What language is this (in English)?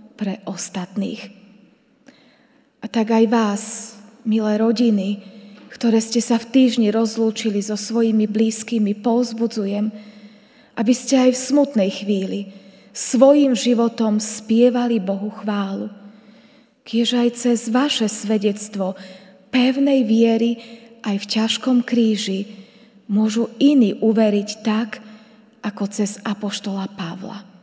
Slovak